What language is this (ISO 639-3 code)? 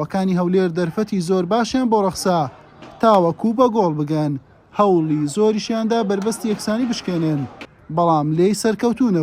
ckb